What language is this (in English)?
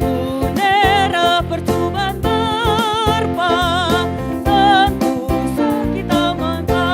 Batak Karo